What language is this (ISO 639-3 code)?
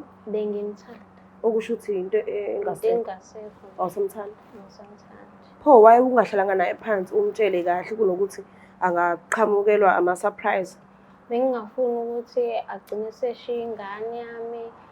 zul